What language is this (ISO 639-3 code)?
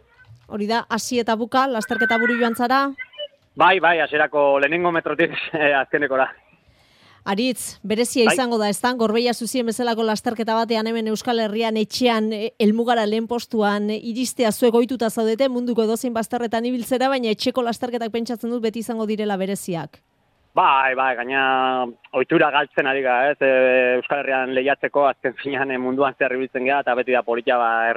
eus